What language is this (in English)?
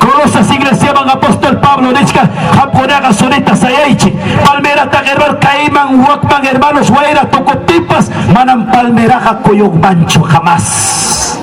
Ayacucho Quechua